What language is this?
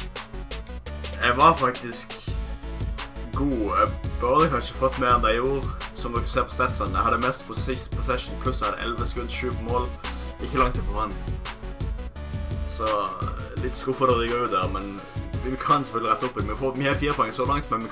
Norwegian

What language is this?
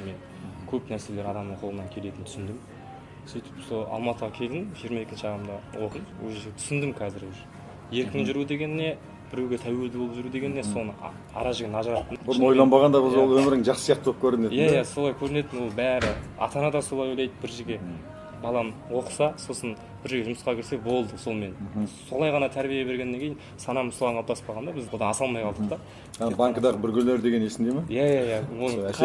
Kazakh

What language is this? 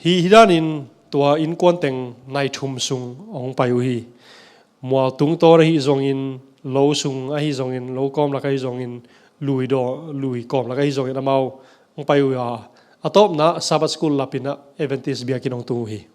Tedim Chin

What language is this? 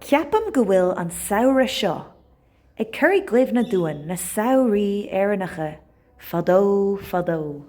Irish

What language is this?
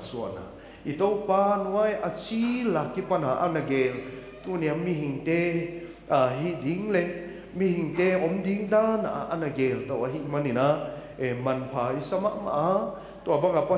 Paite Chin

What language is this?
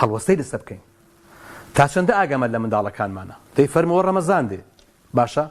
Central Kurdish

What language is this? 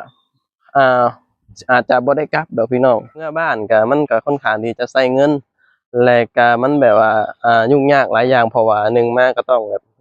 Lao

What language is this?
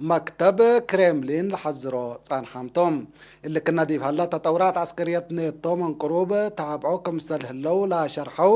Tigre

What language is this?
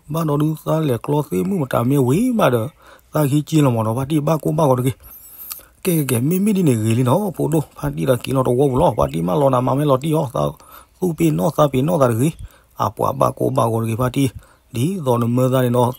S'gaw Karen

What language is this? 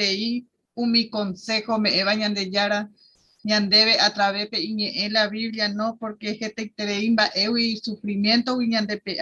Guarani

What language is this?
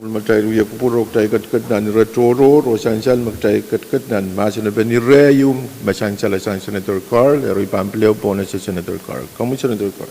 Pohnpeian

